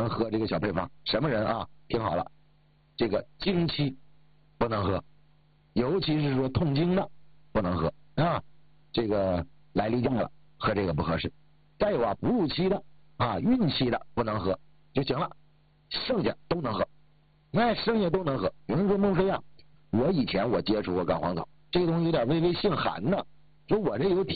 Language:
Chinese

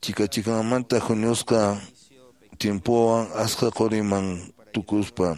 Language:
Quechua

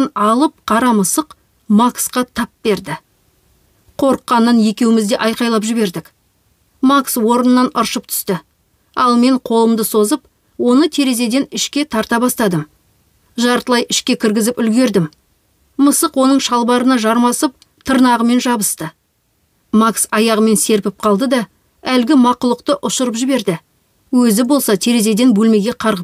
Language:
Kazakh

